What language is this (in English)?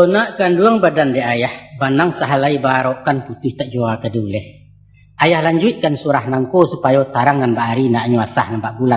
Minangkabau